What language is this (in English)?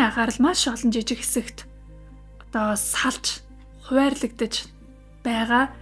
Mongolian